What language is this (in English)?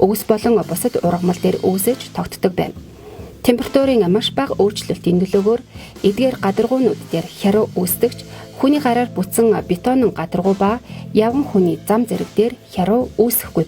Mongolian